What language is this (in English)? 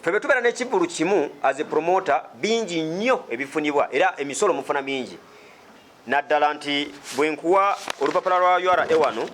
Ganda